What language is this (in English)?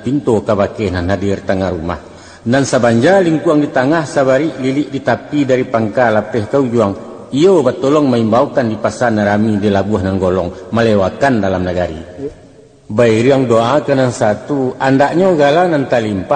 Minangkabau